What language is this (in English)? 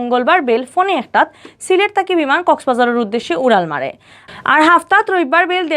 Sylheti